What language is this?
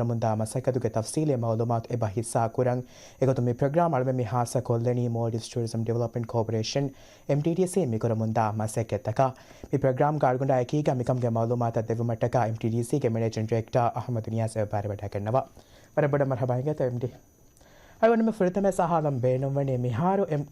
Divehi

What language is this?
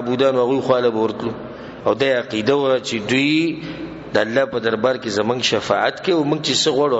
Pashto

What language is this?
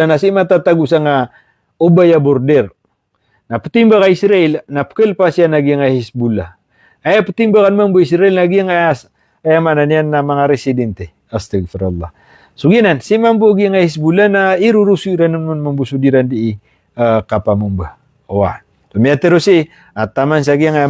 Maranao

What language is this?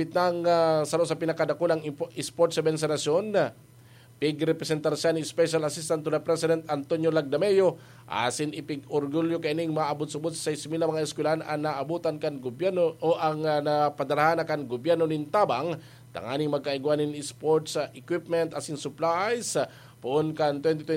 Bikol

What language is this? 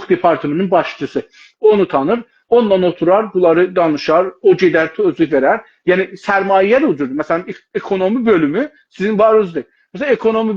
South Azerbaijani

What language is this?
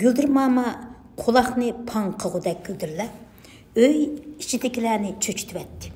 Uyghur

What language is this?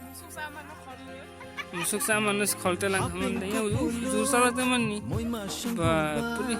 Kok Borok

